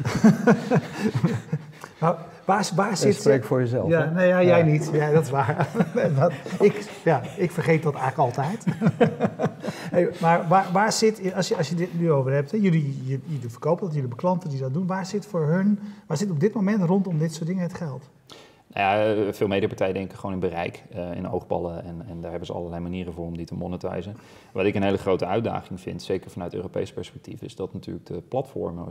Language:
Dutch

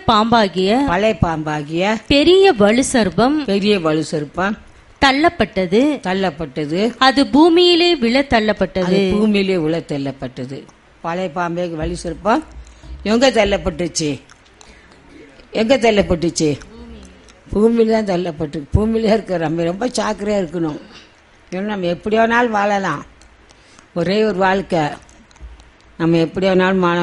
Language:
Tamil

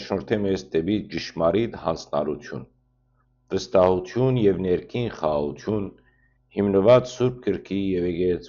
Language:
Western Armenian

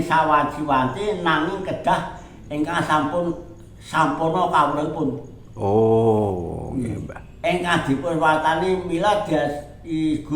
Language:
Javanese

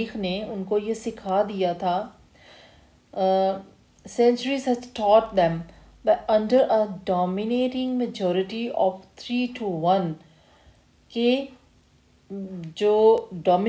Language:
Urdu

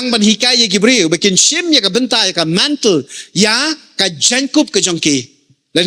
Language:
Khasi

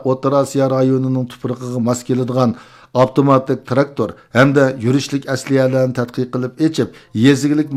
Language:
Uyghur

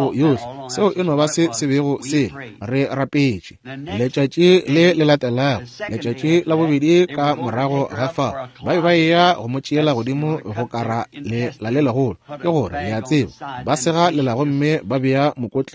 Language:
Northern Sotho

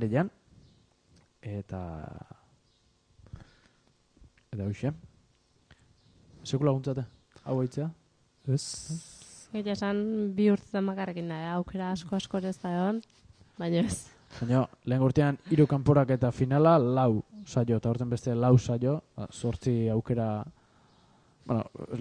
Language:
Basque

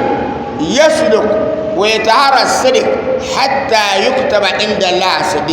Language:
Dagbani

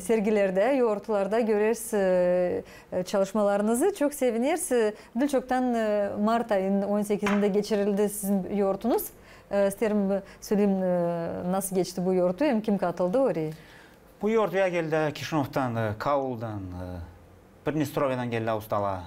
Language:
Gagauz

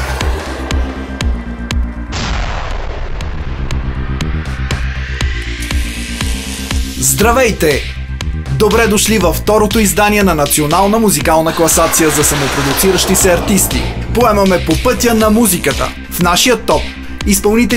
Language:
Bulgarian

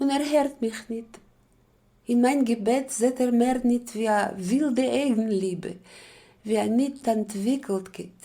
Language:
Yiddish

